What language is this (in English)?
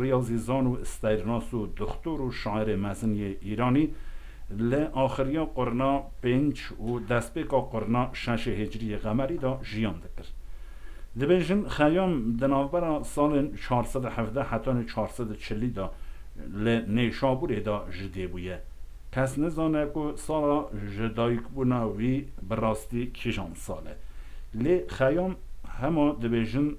Kurdish